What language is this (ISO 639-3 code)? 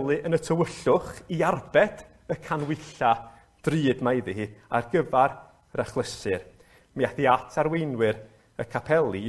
cym